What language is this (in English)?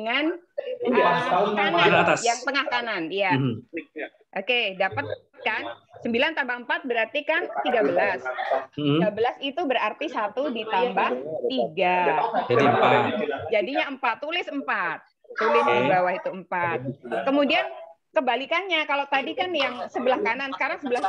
Indonesian